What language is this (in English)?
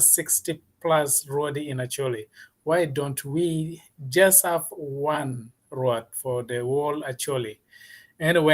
Acoli